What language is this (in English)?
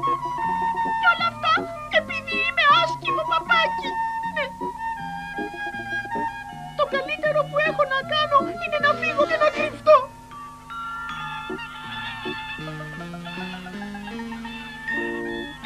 Greek